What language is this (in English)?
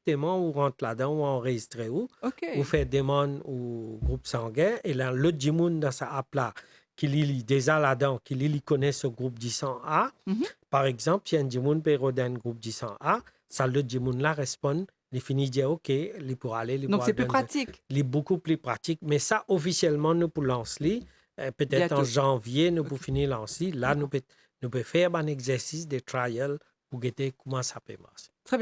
Morisyen